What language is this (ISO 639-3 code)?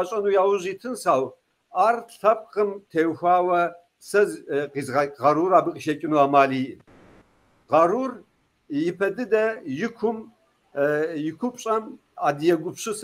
kbd